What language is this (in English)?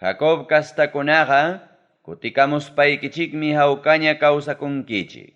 Ayacucho Quechua